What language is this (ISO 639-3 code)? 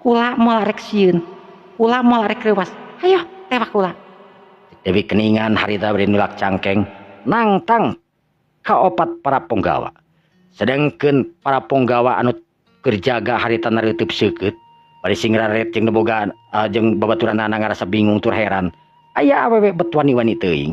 sun